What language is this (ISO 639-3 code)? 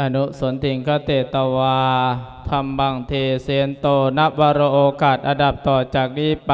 lao